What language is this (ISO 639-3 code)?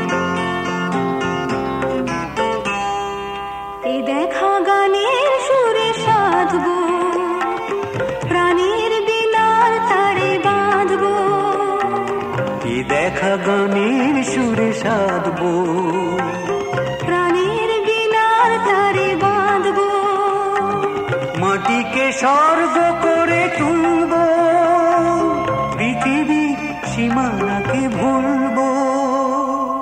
ben